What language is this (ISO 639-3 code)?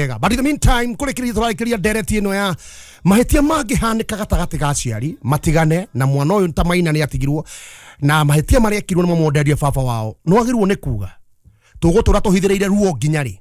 kik